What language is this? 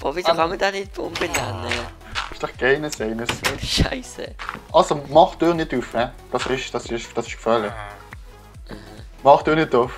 Swiss German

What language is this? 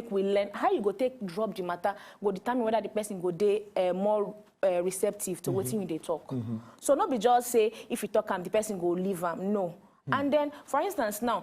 Nigerian Pidgin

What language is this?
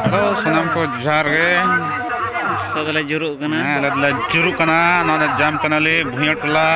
Santali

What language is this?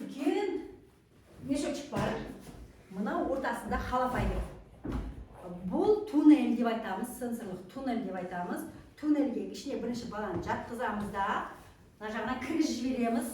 Kazakh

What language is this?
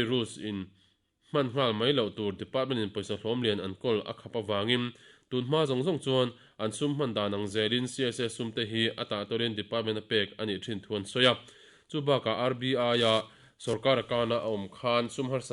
Mizo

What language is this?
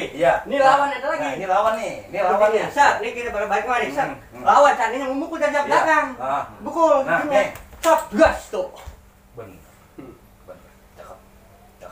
Betawi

